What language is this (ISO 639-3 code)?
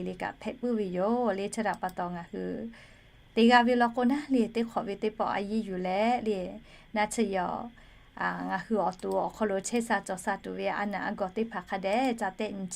lhu